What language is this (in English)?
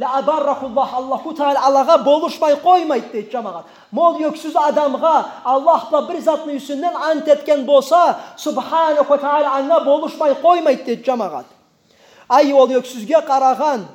Karachay-Balkar